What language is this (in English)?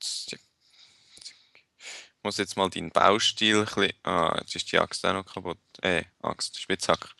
Swiss German